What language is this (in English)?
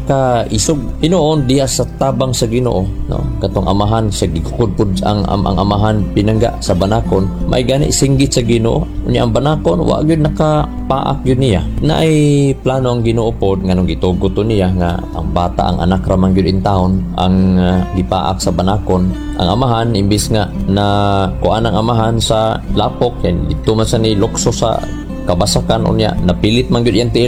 Cebuano